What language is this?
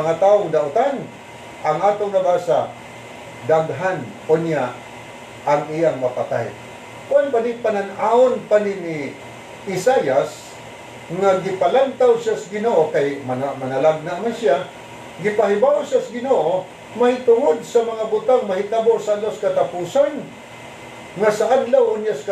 Cebuano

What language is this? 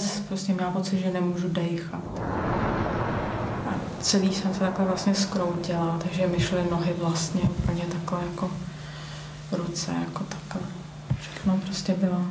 Czech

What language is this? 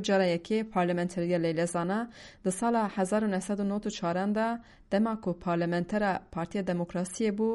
Kurdish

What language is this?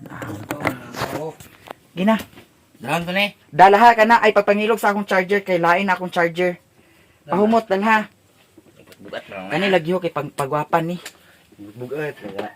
Cebuano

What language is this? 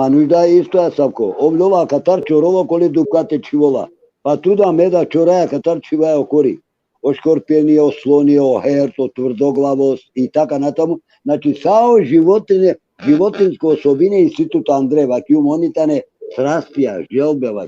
Balkan Romani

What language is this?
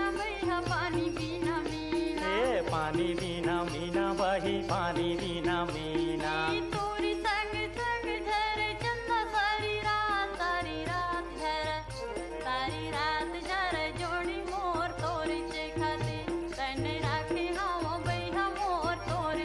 Chhattisgarhi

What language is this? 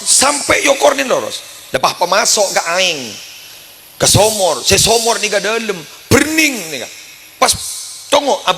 Madurese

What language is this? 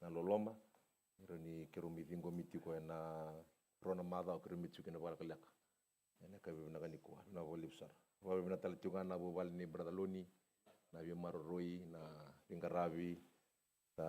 Fijian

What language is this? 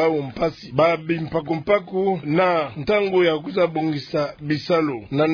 Kituba (Democratic Republic of Congo)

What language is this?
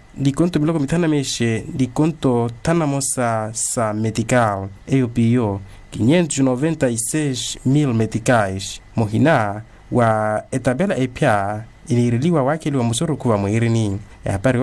Makhuwa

